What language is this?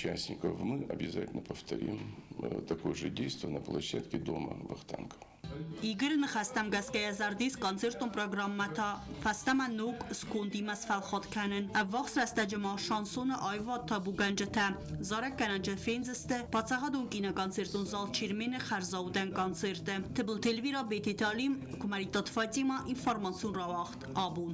Ossetic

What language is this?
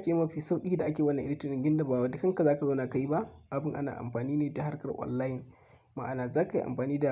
Hausa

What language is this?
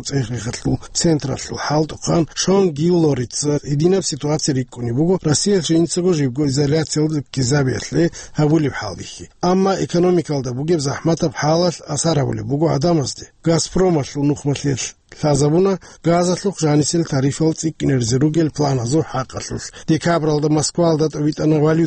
Avaric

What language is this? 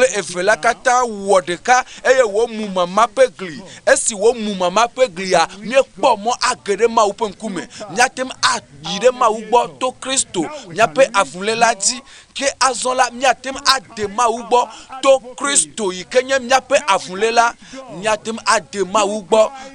Ewe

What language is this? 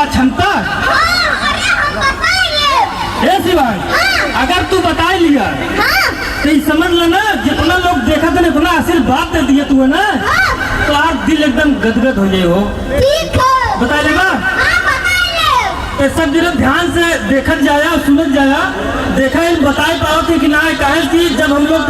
Awadhi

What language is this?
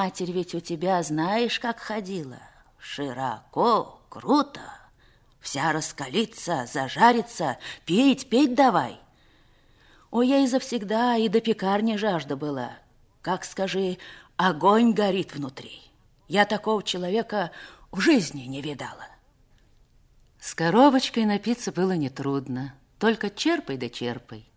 Russian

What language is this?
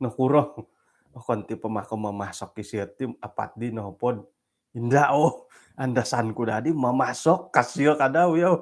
Central Dusun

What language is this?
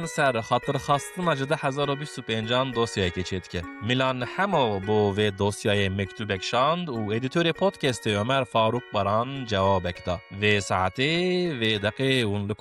Kurdish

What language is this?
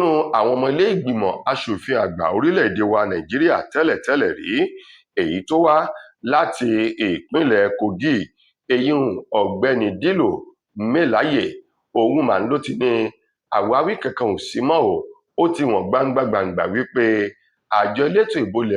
Yoruba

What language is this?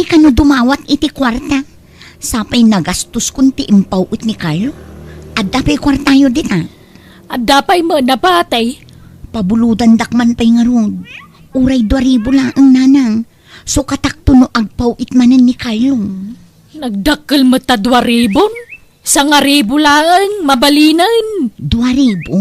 Iloko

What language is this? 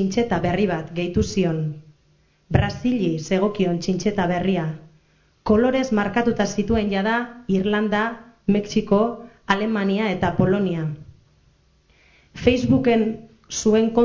Basque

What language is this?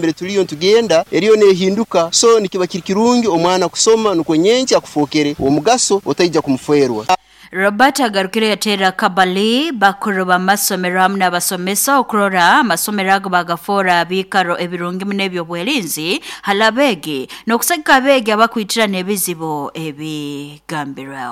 Nyoro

